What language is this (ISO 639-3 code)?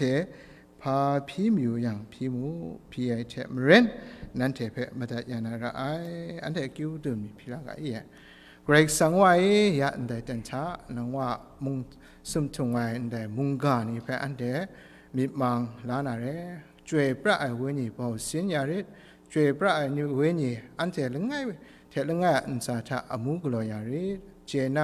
kac